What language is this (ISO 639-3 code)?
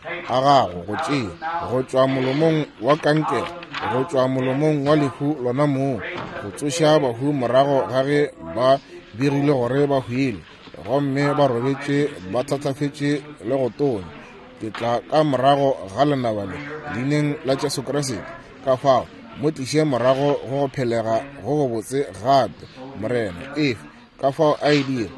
nso